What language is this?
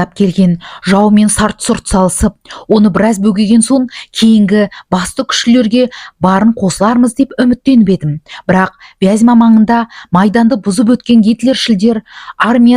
Kazakh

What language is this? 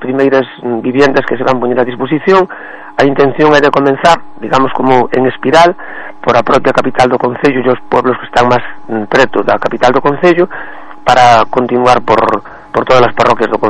Galician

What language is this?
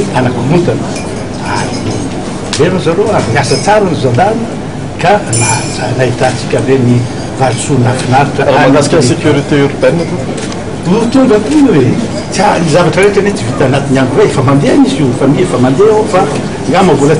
Malagasy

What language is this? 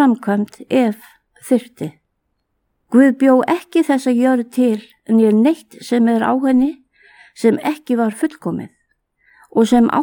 Icelandic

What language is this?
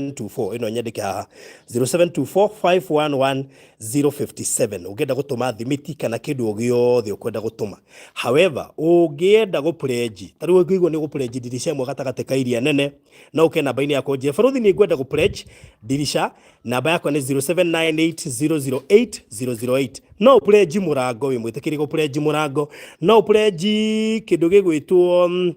Kikuyu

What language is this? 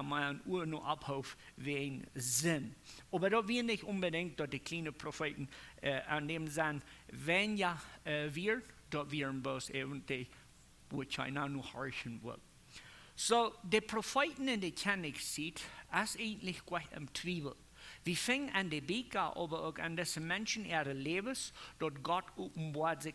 Plautdietsch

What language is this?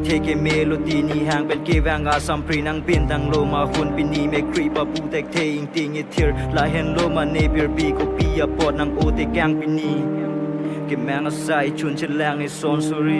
Karbi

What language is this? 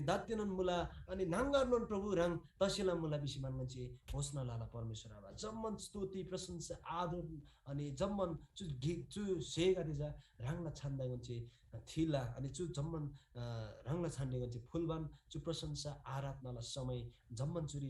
Eastern Tamang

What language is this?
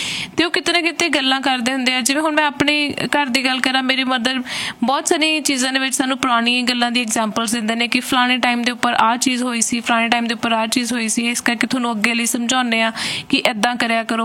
Punjabi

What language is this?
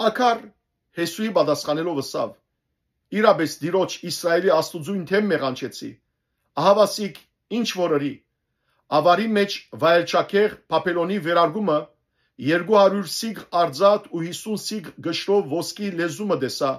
Western Armenian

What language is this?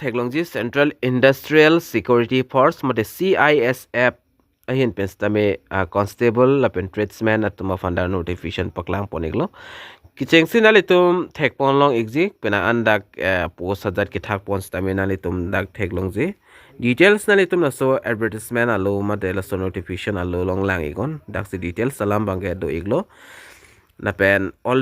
Karbi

